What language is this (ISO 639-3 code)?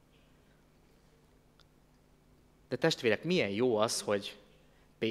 hun